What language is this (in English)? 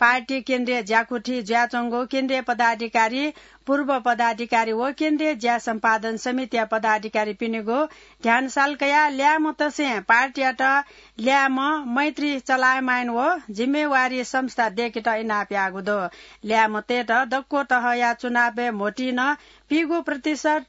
Newari